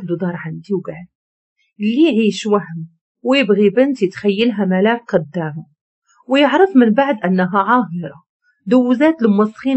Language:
Moroccan Arabic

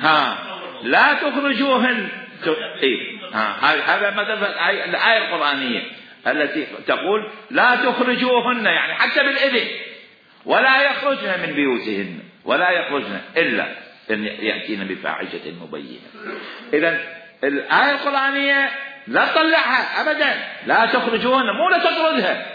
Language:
Mesopotamian Arabic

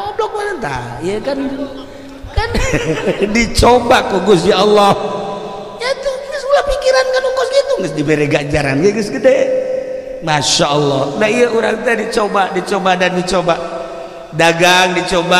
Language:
Sundanese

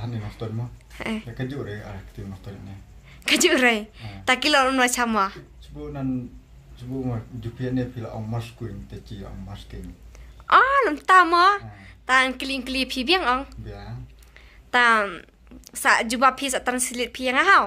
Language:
Khasi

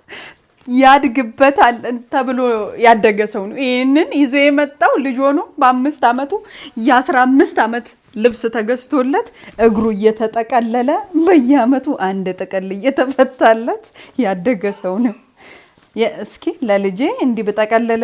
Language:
Amharic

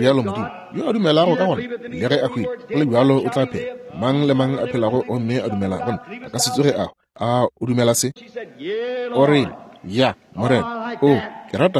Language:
Northern Sotho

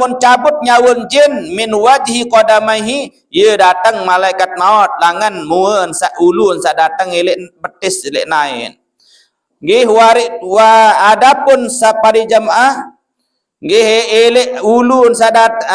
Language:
Sasak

